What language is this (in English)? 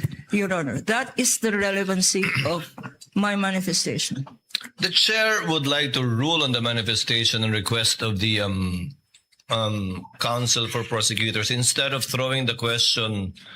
Cebuano